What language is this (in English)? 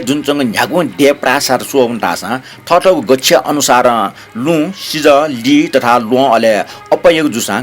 Newari